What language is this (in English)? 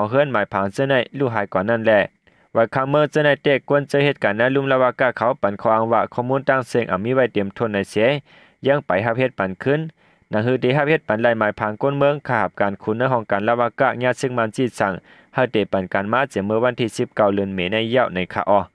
Shan